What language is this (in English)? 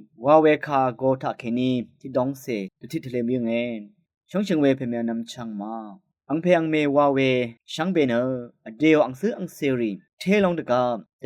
Rawang